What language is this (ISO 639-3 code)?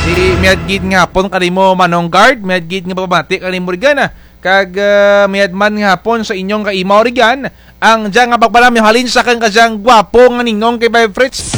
krj